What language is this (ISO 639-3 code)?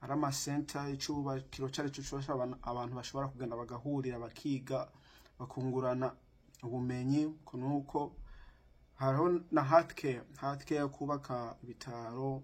run